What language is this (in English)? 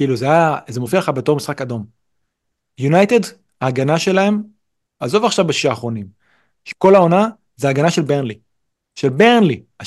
Hebrew